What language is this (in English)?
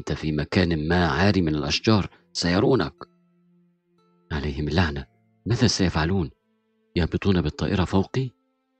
Arabic